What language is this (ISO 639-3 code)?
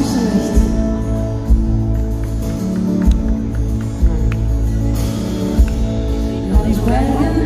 nld